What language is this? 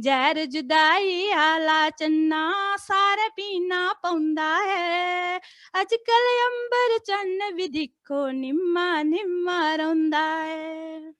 Dogri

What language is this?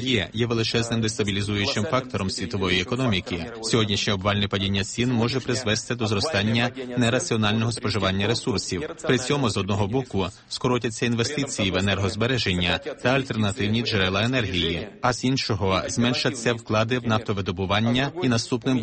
Ukrainian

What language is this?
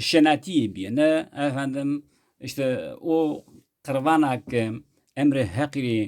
Zaza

